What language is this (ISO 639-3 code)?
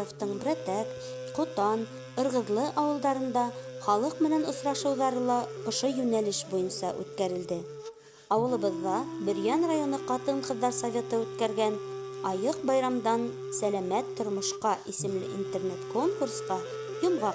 bak